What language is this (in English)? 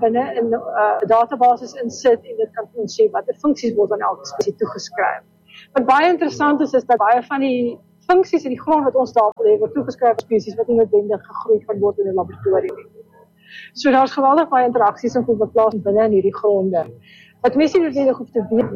Afrikaans